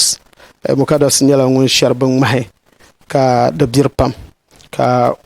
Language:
Dagbani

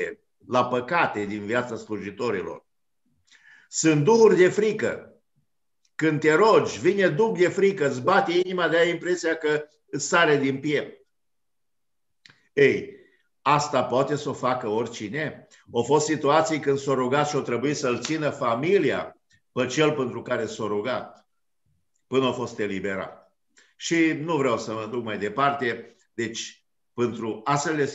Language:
Romanian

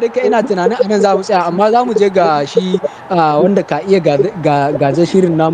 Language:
Hausa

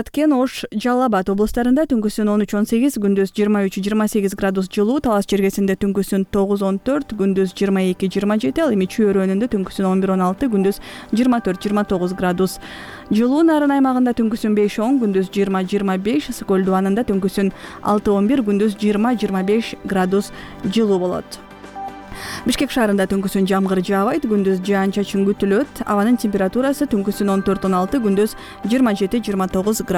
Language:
Kyrgyz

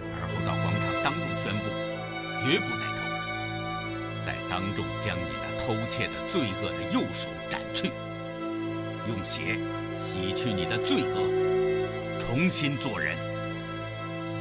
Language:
Chinese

